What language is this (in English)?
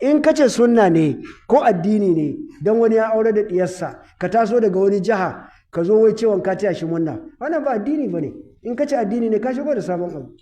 Hausa